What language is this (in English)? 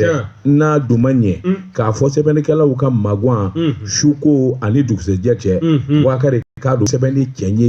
Bambara